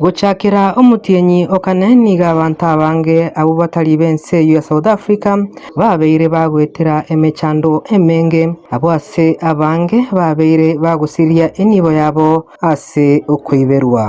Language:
Gusii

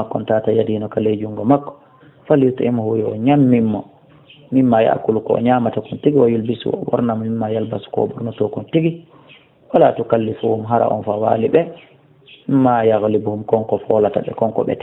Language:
Fula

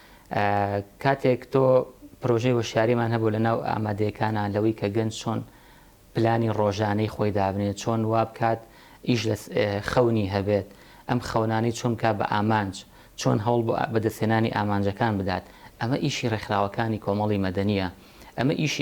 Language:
Central Kurdish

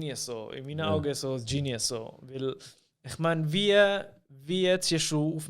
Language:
Swiss German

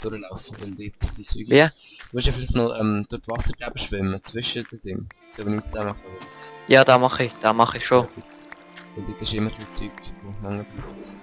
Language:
Swiss German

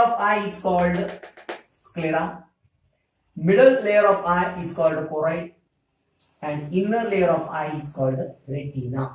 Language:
Marathi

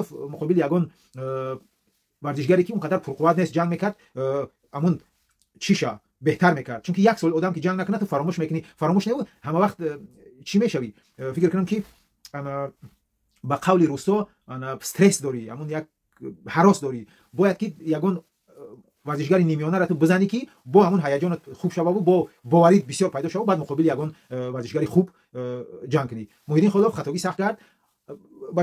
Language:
Tajik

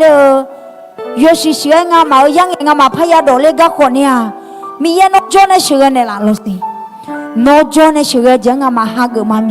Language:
Akha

